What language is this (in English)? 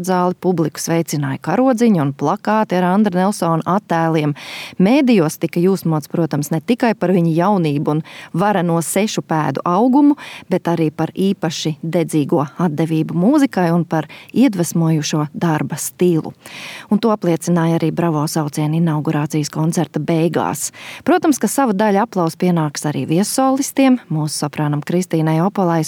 Latvian